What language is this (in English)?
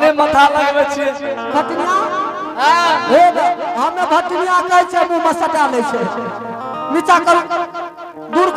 Angika